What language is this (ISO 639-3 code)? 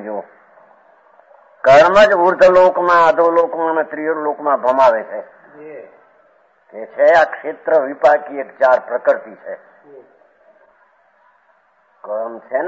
guj